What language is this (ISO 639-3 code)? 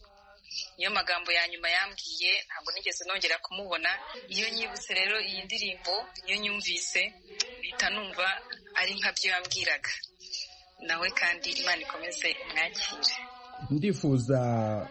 kin